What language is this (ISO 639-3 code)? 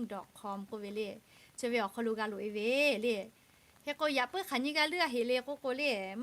lhu